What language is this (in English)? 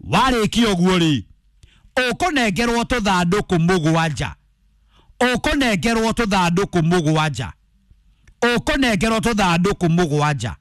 Kikuyu